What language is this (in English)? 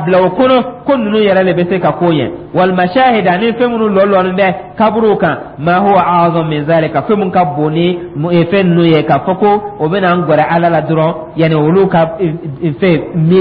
Dyula